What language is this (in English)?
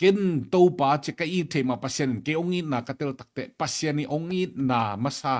Tedim Chin